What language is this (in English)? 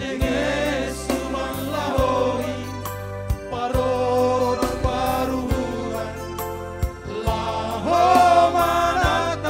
Batak Simalungun